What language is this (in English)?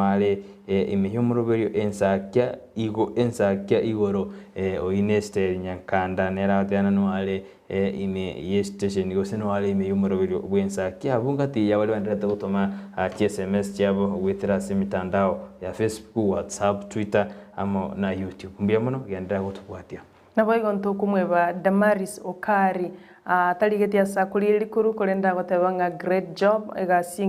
Gusii